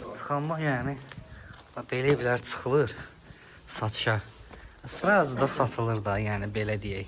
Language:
Azerbaijani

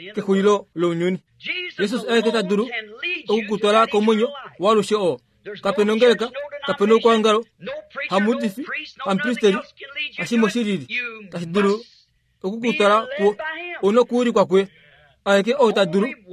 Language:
Kuanyama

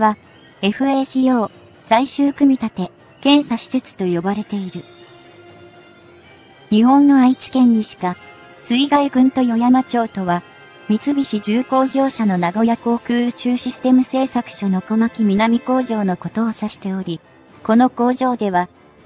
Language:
Japanese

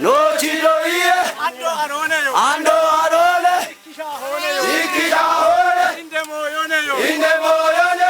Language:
Kafa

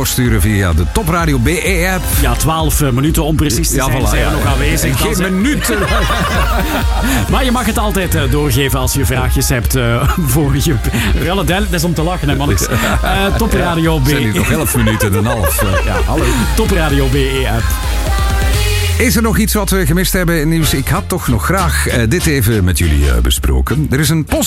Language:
Dutch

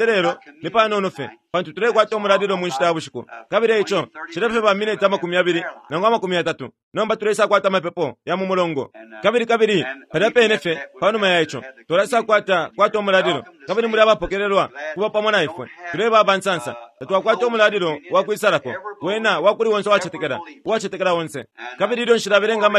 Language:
Bemba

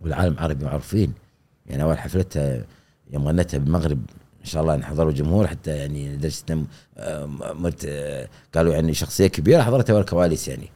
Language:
Gulf Arabic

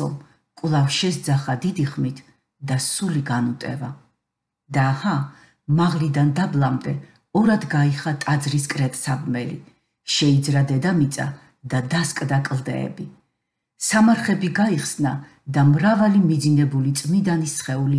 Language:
Georgian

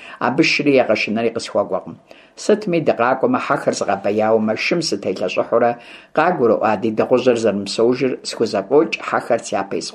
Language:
Kabardian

